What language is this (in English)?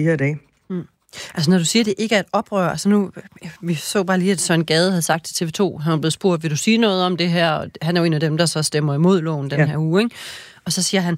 Danish